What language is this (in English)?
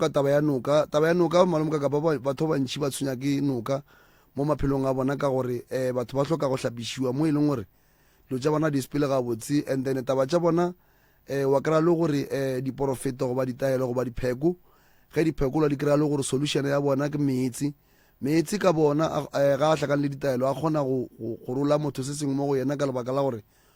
Northern Sotho